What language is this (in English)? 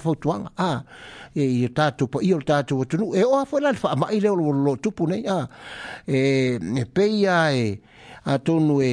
Samoan